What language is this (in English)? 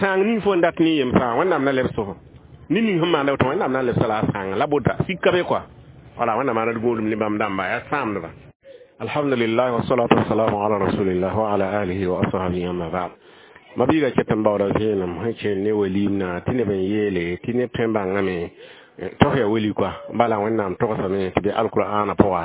Mossi